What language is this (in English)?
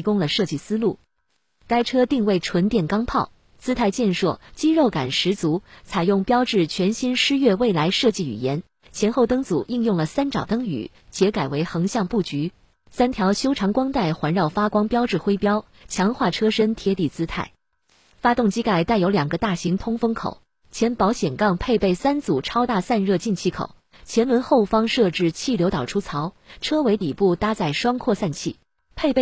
Chinese